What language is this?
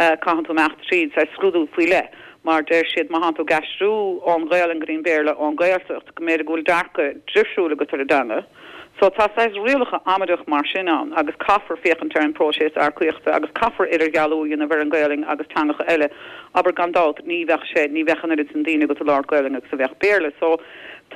Irish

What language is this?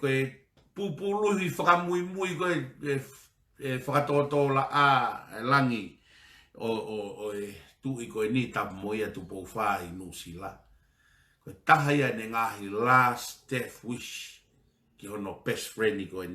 Tongan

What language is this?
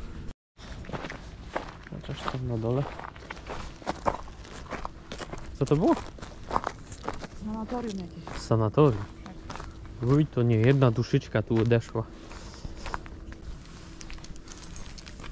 Polish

